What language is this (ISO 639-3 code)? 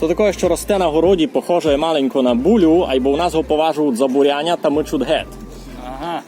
rue